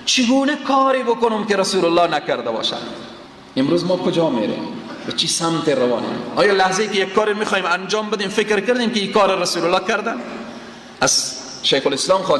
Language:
Persian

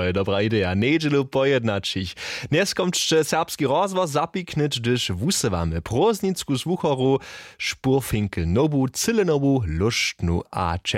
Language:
Upper Sorbian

